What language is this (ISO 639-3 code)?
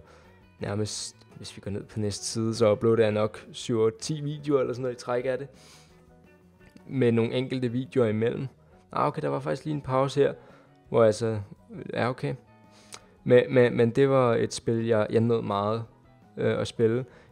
dan